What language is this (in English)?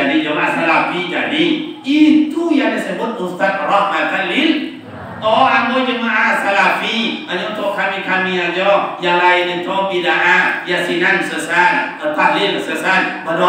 Minangkabau